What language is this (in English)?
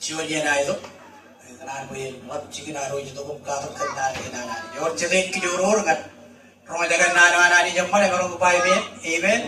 Marshallese